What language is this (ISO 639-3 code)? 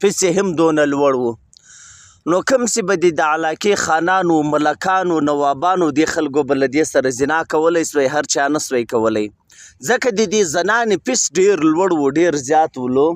pus